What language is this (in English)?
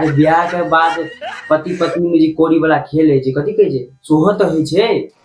Maithili